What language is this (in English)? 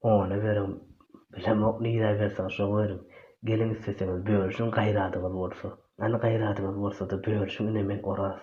Turkmen